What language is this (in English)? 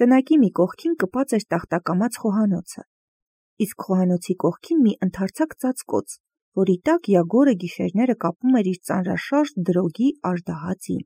Armenian